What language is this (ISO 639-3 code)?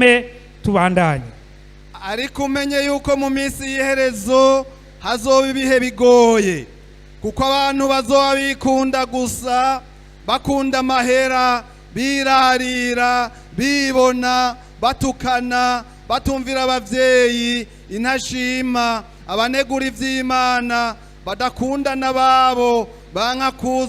run